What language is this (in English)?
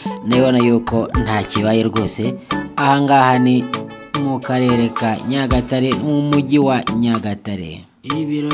Kinyarwanda